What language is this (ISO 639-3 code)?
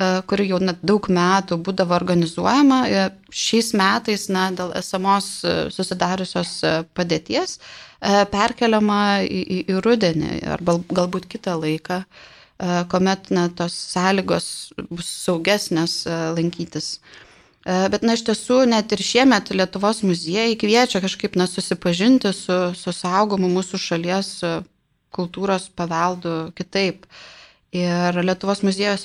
lit